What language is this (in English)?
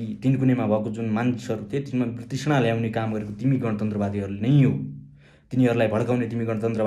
Nepali